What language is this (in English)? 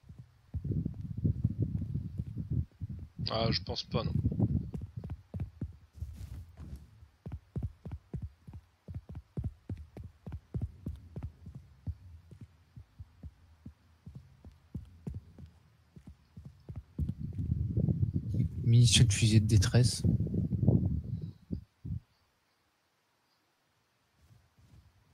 French